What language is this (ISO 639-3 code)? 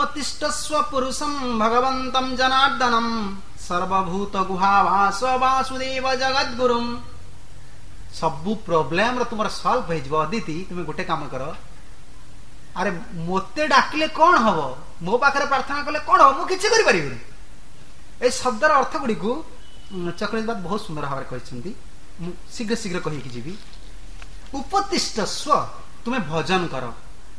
ori